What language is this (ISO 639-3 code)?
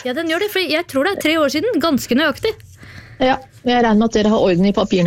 nor